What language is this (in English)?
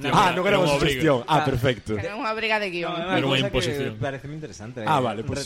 Galician